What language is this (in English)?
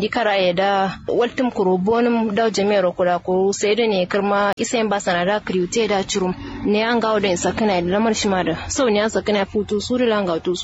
Kanuri